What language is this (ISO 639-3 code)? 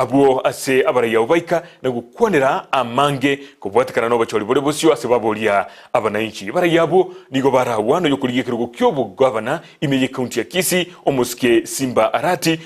guz